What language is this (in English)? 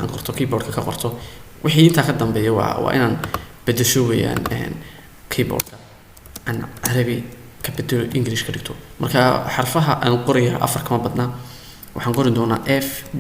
Somali